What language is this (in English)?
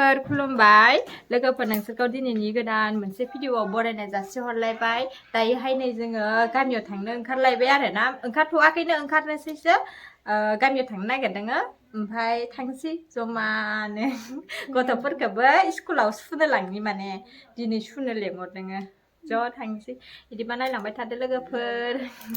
Bodo